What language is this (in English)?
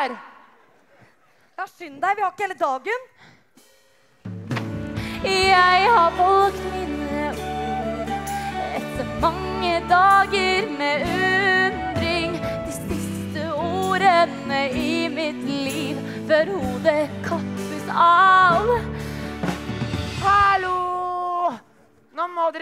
Norwegian